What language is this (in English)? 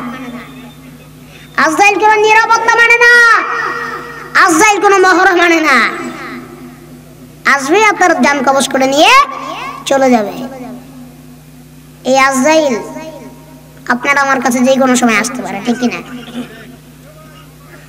Bangla